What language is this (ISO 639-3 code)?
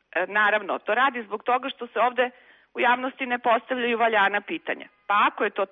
srp